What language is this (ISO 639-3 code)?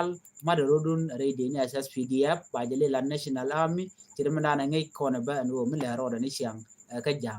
nus